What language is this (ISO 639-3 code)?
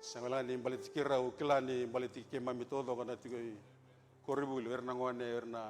fij